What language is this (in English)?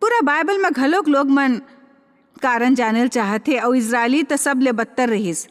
Chhattisgarhi